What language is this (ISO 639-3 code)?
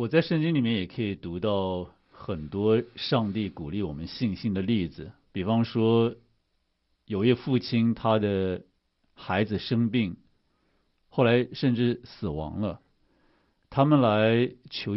zho